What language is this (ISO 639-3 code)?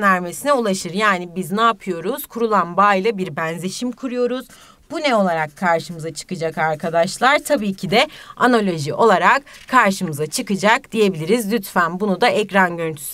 tur